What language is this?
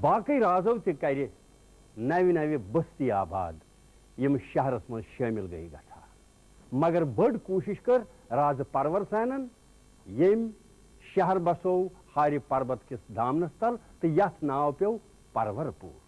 Kashmiri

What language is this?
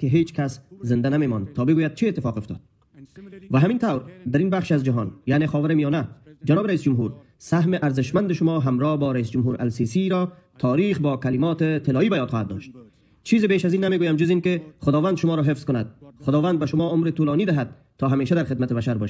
Persian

